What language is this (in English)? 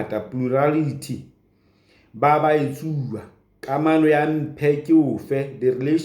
Southern Sotho